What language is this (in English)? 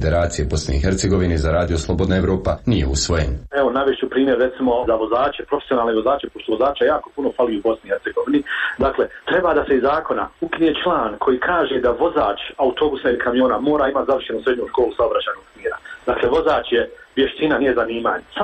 Bosnian